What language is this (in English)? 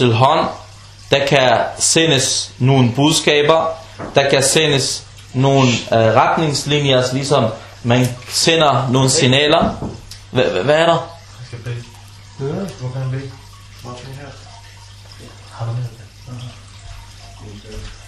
Danish